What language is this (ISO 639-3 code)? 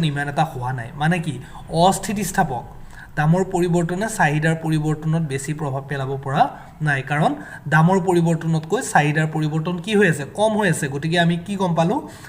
asm